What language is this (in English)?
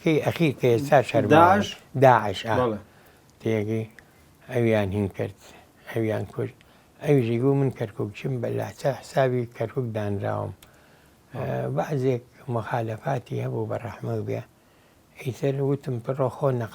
Central Kurdish